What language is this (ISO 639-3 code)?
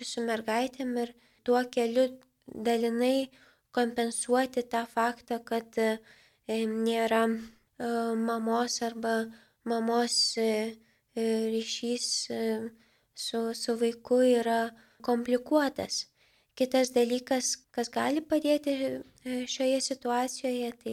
lit